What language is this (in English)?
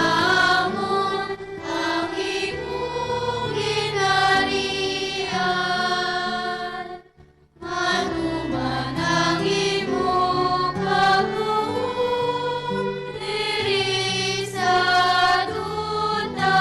Hiligaynon